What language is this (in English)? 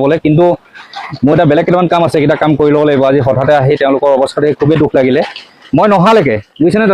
Assamese